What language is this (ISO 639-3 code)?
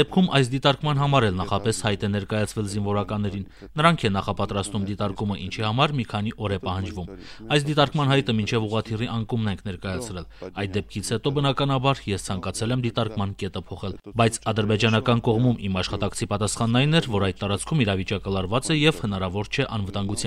hye